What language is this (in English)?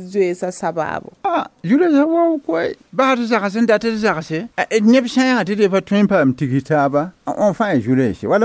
Mossi